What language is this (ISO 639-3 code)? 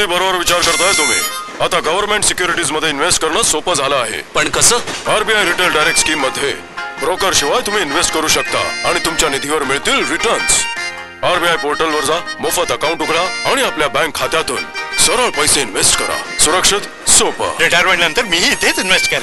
mar